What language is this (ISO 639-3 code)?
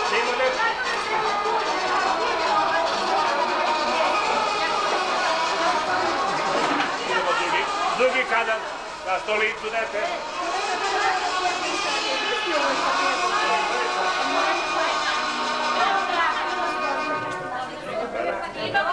srp